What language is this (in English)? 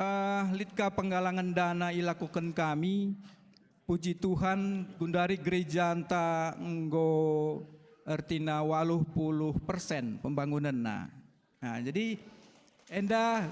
Batak Karo